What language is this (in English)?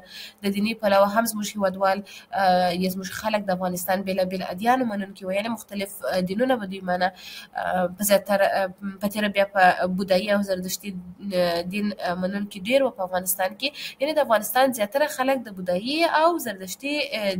Pashto